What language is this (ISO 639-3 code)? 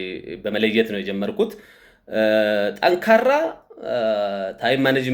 amh